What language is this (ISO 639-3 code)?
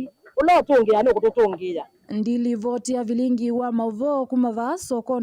kam